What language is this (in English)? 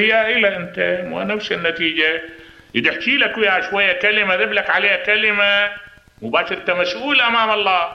Mesopotamian Arabic